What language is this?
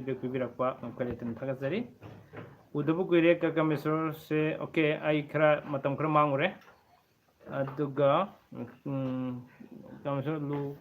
Manipuri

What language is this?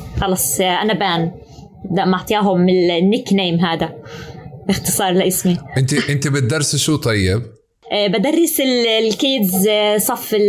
North Levantine Arabic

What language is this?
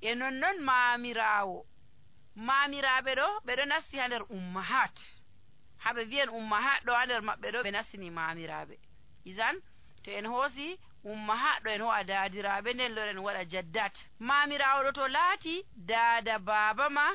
Nigerian Fulfulde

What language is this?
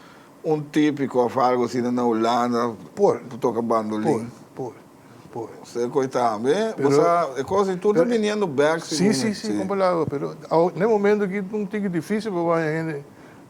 Papiamento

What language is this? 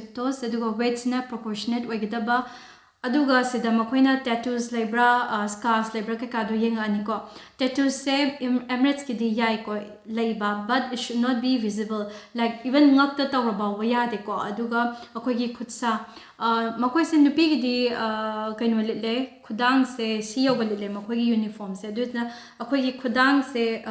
Manipuri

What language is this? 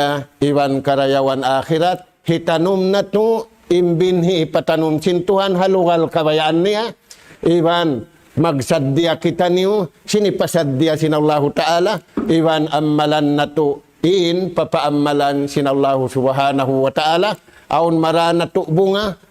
Tausug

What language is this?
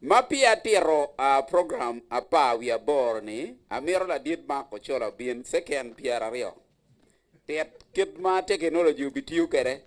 Acoli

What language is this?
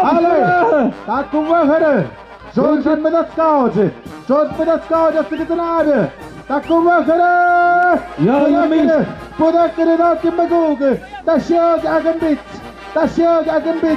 Tlahuitoltepec Mixe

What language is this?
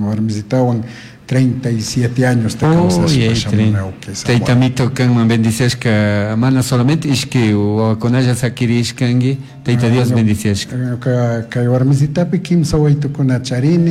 Chimborazo Highland Quichua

